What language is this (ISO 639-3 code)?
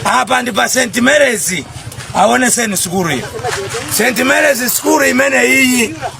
nya